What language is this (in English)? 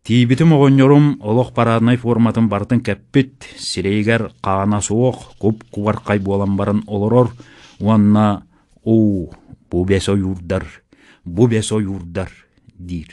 Yakut